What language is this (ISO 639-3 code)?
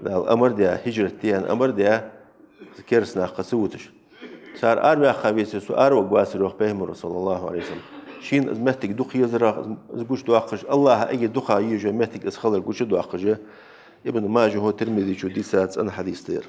inh